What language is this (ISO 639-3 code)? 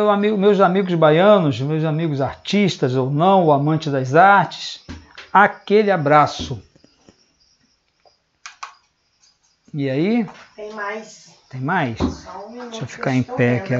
por